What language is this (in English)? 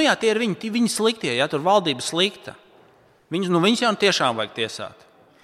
Latvian